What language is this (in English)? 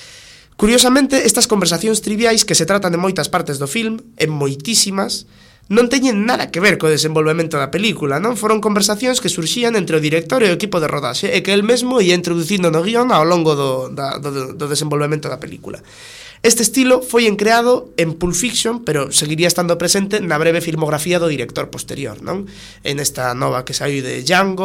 Galician